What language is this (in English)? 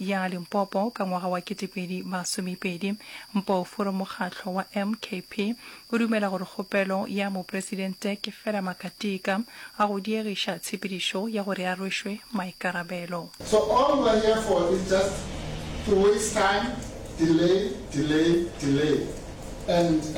Northern Sotho